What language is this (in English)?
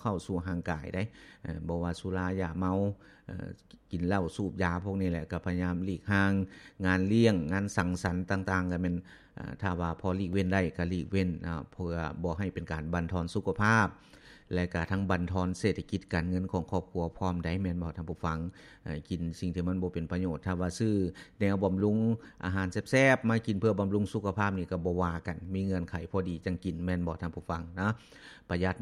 Lao